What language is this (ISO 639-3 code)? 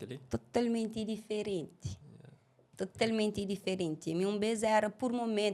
kea